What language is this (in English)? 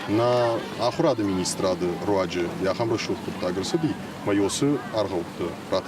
Ossetic